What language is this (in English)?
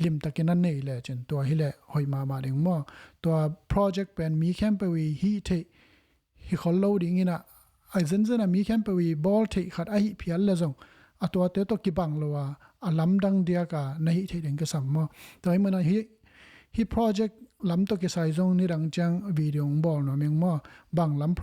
Tedim Chin